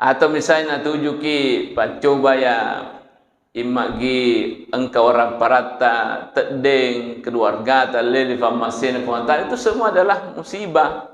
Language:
Buginese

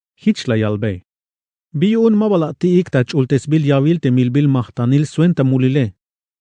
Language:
Tzeltal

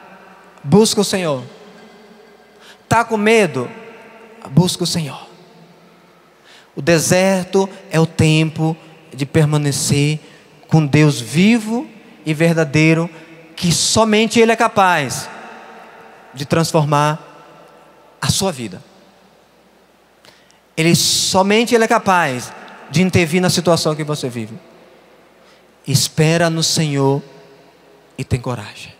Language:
Portuguese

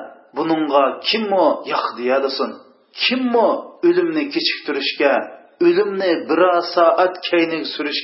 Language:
Uyghur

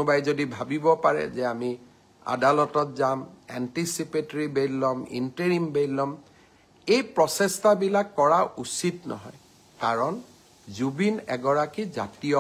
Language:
Assamese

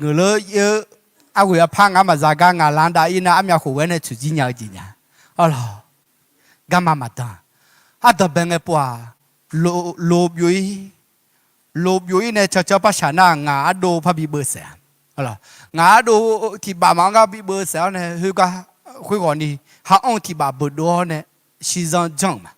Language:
Akha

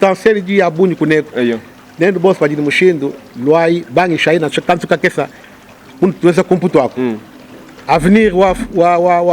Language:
Luba-Lulua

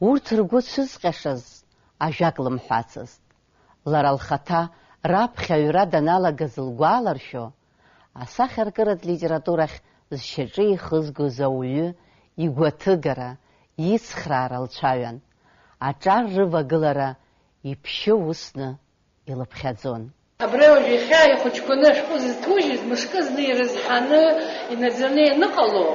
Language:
Abkhazian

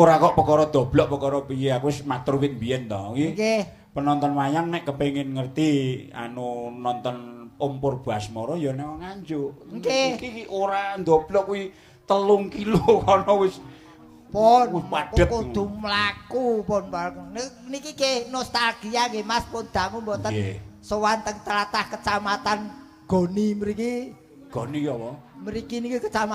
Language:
Javanese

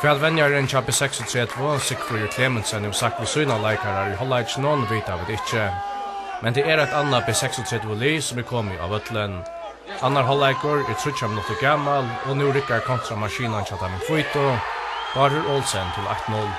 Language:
Faroese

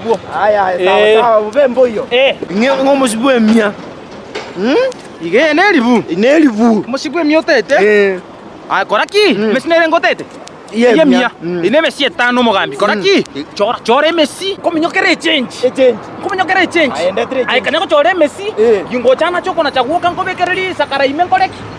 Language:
Gusii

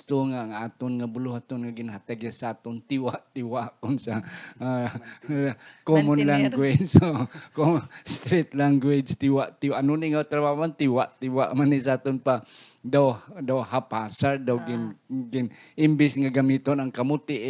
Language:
Hiligaynon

